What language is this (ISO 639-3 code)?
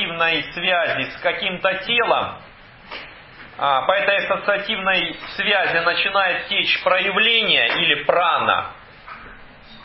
rus